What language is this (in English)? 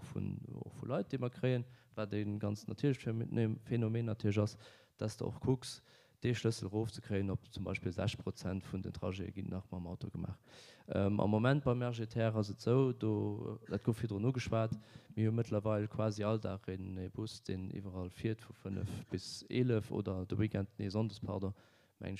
Luxembourgish